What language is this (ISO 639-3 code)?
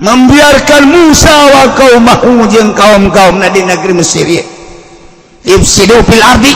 sun